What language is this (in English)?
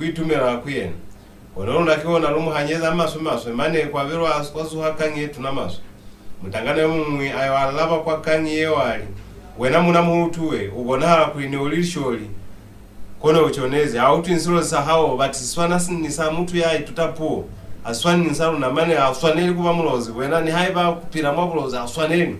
Lozi